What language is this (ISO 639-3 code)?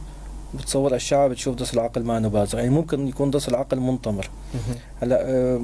apc